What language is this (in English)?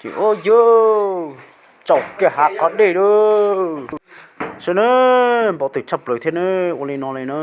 Hmong